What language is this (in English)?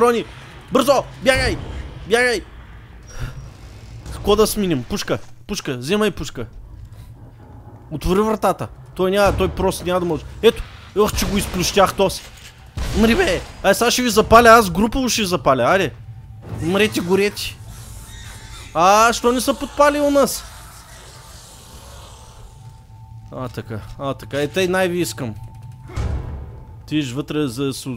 Bulgarian